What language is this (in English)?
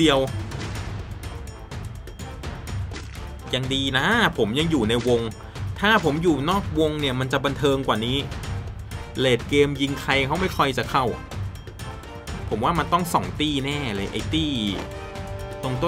Thai